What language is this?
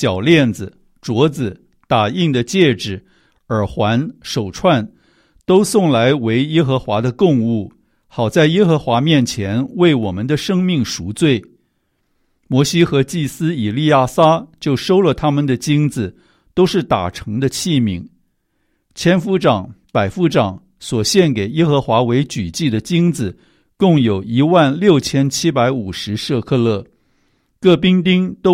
Chinese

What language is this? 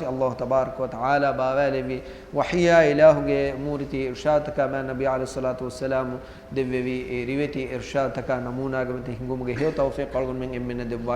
Divehi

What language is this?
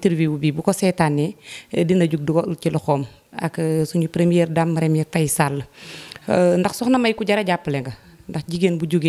Wolof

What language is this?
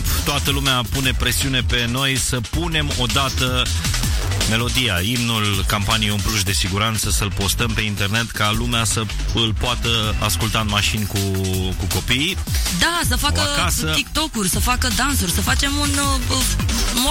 Romanian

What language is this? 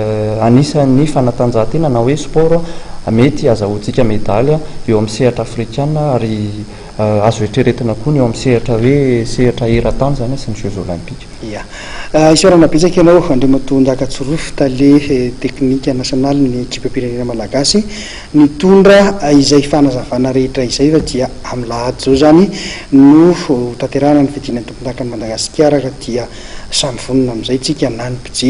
Malagasy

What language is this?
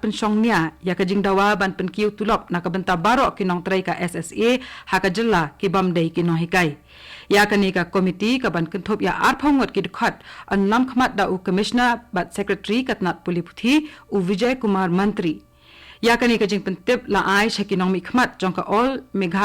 Khasi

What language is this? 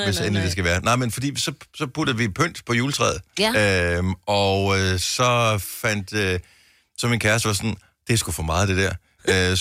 Danish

